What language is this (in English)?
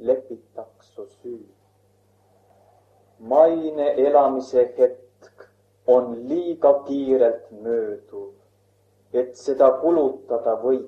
Estonian